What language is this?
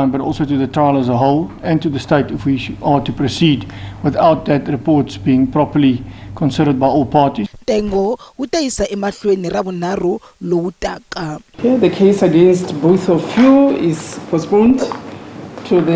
Tsonga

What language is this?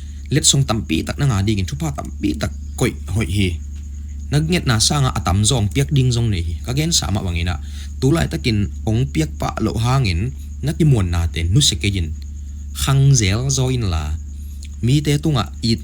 Tedim Chin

